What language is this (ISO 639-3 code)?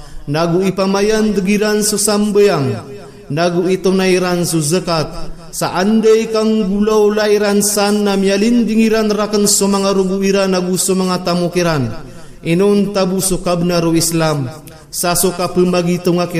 mrw